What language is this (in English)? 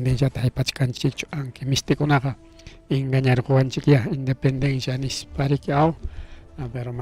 Ayacucho Quechua